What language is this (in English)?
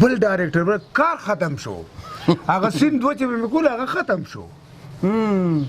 Pashto